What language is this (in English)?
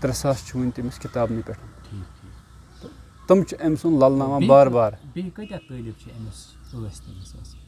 Kashmiri